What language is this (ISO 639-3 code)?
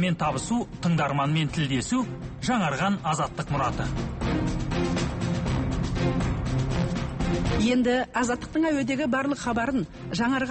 kaz